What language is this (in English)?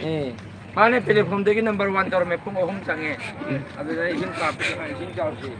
Manipuri